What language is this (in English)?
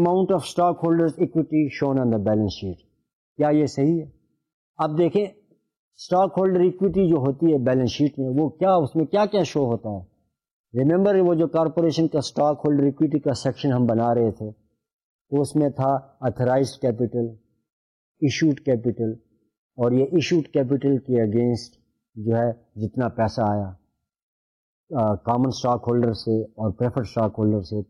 Urdu